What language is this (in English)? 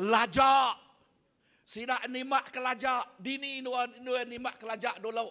Iban